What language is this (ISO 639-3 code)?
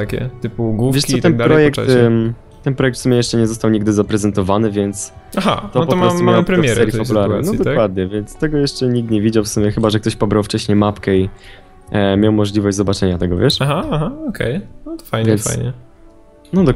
pol